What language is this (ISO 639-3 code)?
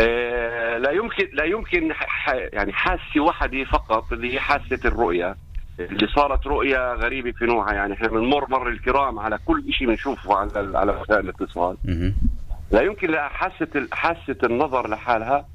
apc